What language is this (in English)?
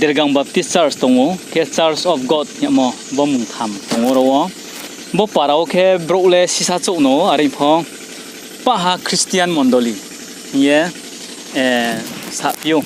Riang (India)